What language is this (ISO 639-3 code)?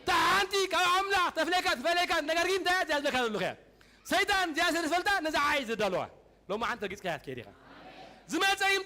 tir